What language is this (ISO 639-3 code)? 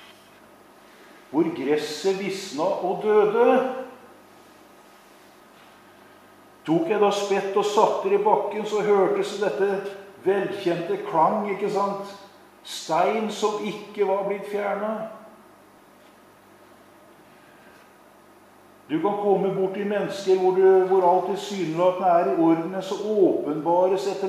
nor